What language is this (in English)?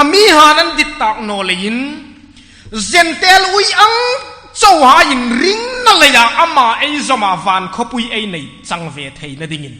Hmar